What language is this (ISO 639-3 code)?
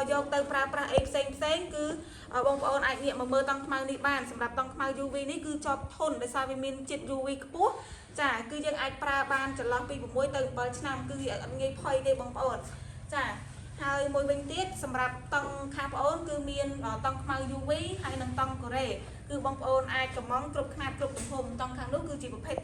khm